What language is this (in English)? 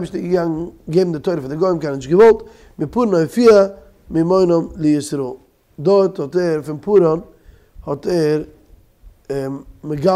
Yiddish